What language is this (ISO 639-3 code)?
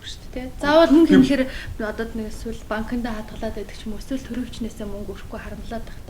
mon